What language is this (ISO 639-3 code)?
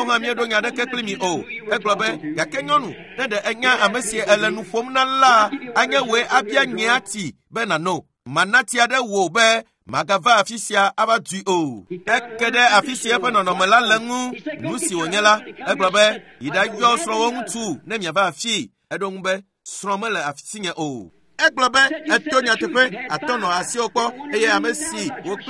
ewe